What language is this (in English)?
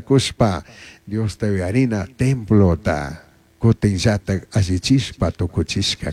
Chimborazo Highland Quichua